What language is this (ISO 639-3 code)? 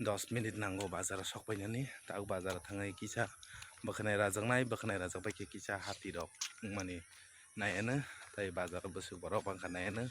trp